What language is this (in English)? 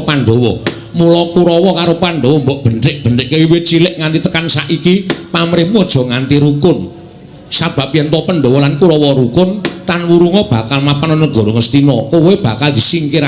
Javanese